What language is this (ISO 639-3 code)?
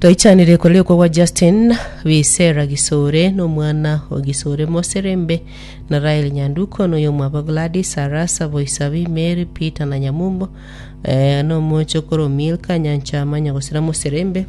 guz